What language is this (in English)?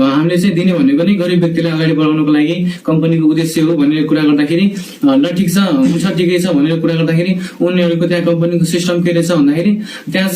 Nepali